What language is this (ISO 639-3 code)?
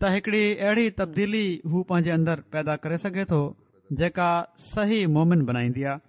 snd